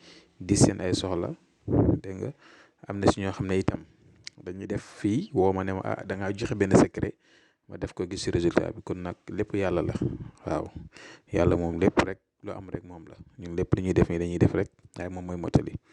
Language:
Wolof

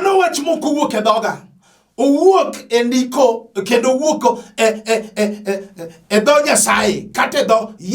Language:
Luo (Kenya and Tanzania)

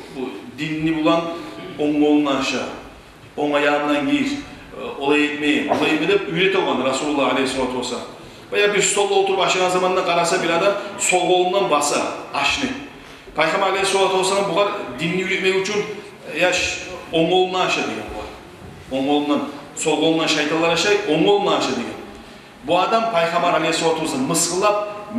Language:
Kumyk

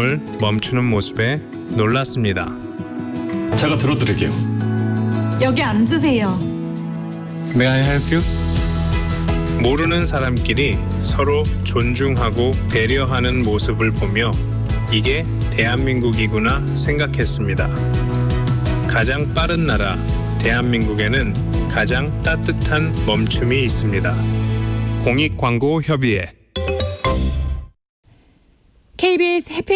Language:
Korean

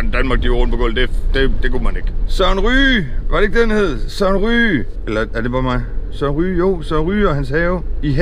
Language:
Danish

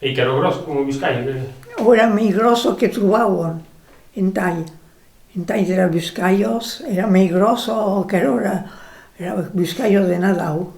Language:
Occitan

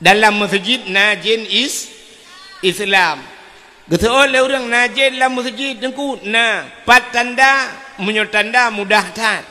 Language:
Achinese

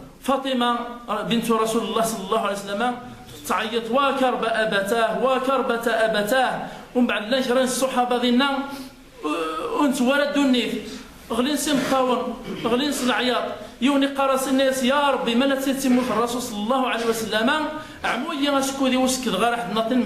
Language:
Kabyle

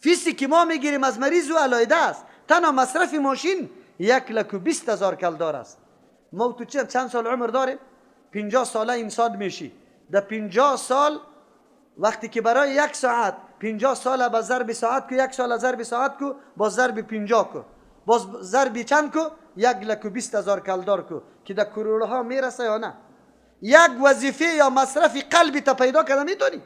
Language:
Persian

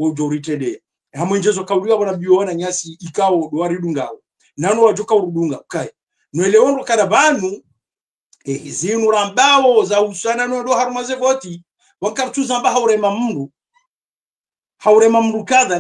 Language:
Swahili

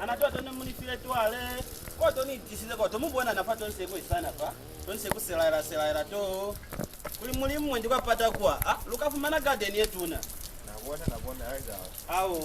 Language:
Lozi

